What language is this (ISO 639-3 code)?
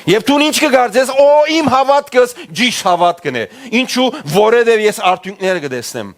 hyw